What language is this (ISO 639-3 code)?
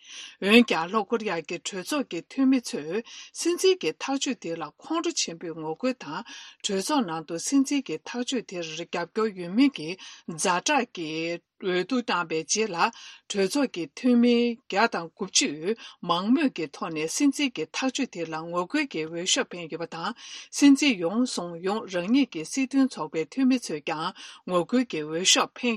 bod